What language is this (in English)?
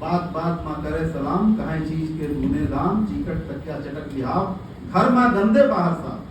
Awadhi